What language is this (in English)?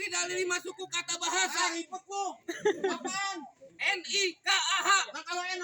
Betawi